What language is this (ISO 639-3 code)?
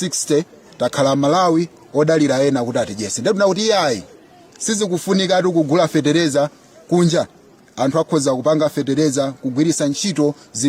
nya